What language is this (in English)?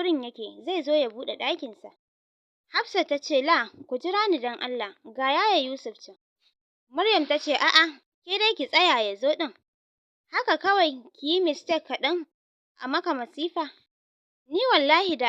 Hausa